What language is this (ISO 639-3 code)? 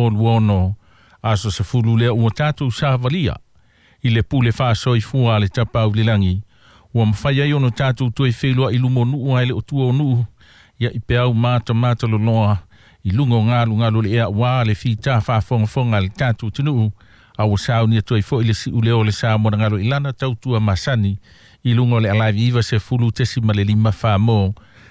smo